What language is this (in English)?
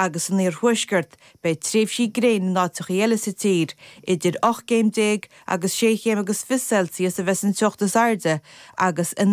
Irish